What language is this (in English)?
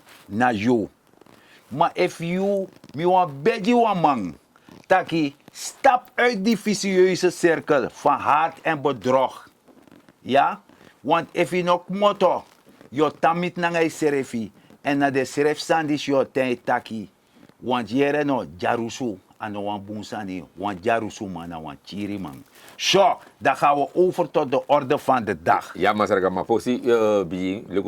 Sranan Tongo